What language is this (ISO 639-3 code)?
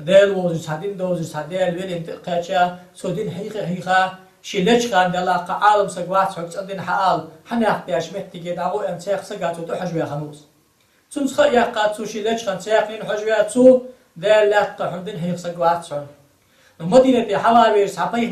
inh